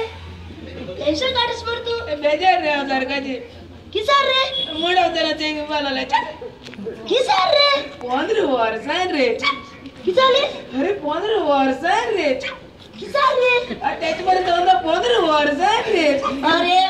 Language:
Konkani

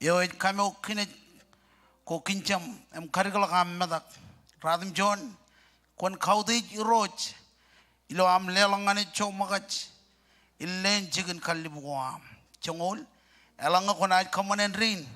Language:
Marshallese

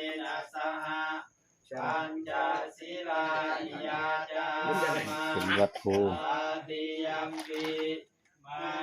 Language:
Northeastern Thai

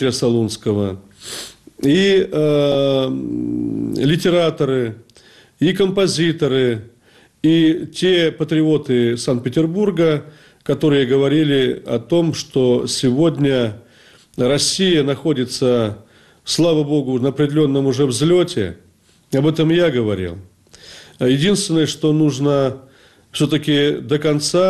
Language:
Russian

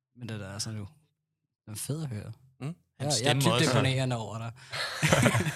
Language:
Danish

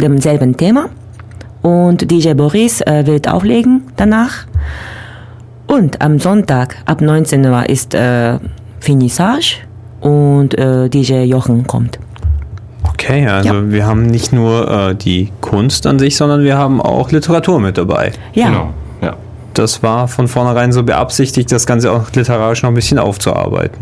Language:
German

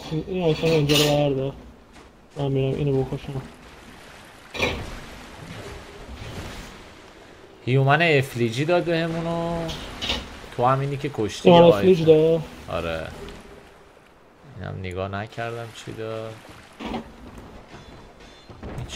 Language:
Persian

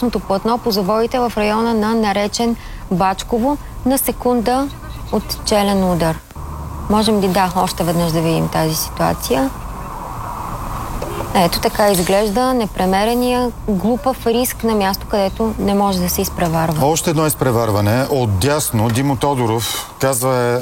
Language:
Bulgarian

